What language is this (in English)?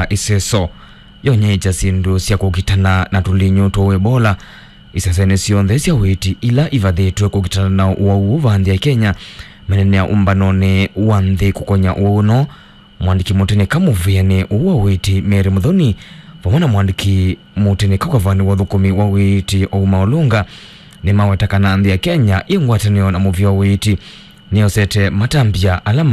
Kamba